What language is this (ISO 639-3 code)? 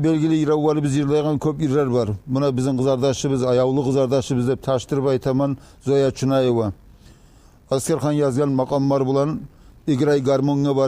kum